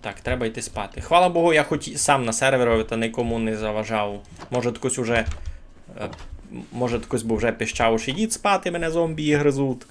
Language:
Rusyn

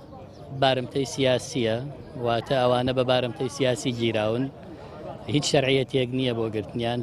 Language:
Central Kurdish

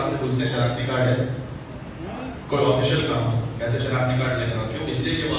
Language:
Urdu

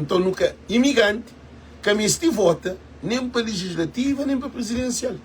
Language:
Kabuverdianu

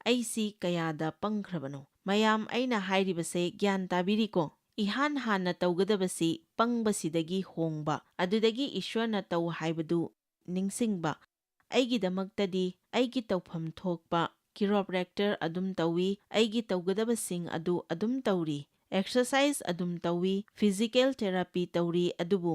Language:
Manipuri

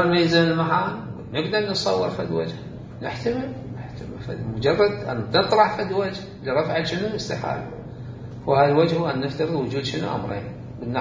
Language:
Mesopotamian Arabic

